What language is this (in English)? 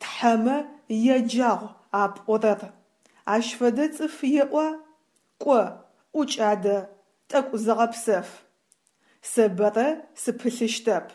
Adyghe